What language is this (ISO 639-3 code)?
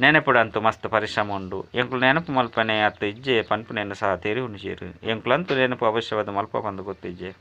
tcy